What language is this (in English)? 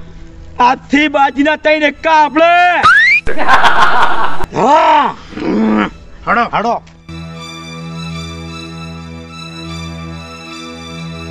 Gujarati